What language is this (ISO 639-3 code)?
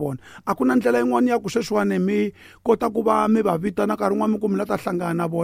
tso